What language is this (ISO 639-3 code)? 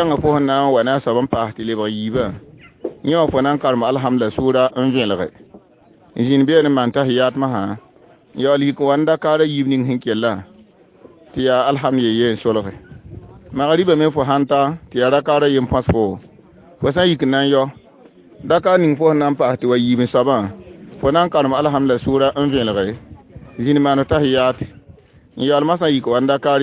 mos